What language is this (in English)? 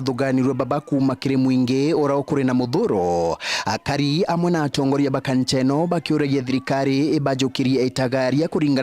Meru